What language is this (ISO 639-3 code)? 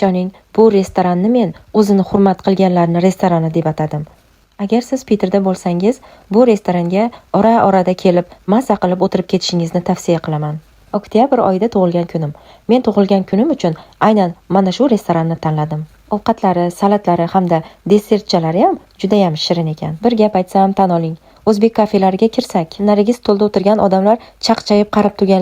uzb